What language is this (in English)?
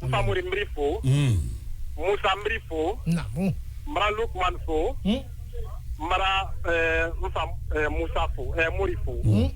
Bambara